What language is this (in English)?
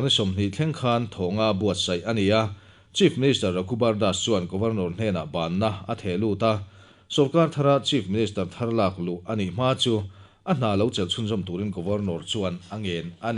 Mizo